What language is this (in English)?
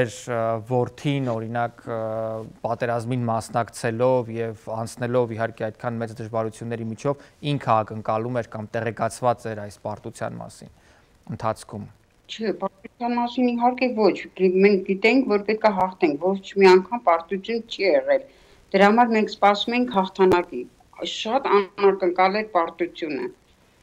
Armenian